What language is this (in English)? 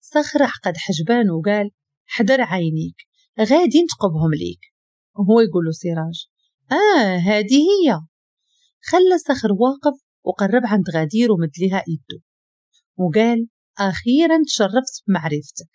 Moroccan Arabic